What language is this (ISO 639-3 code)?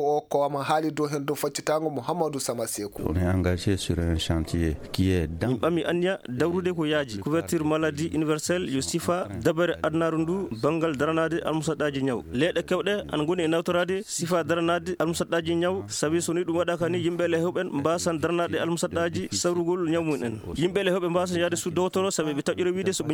ful